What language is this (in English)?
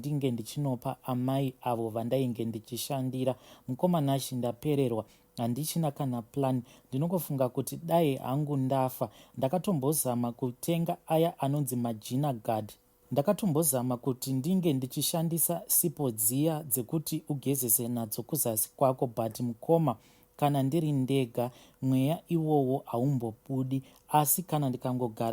Shona